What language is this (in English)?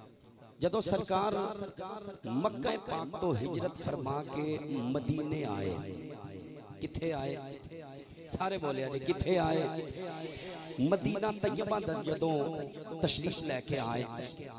Western Panjabi